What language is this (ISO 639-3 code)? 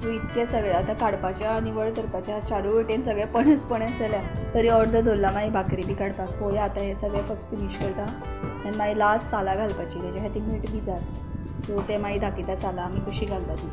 kok